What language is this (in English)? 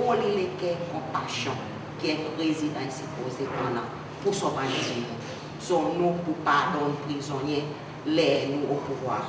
Seselwa Creole French